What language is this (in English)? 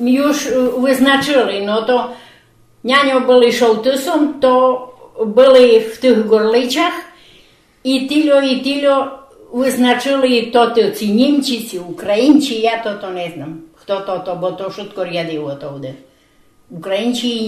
Rusyn